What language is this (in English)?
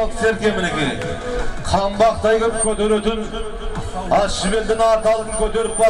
Kazakh